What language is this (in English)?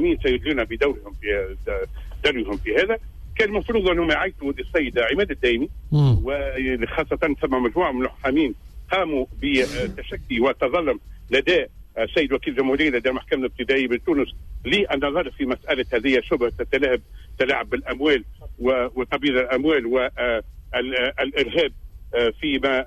Tunisian Arabic